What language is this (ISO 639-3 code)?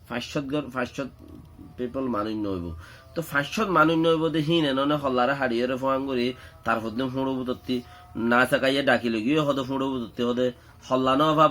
rhg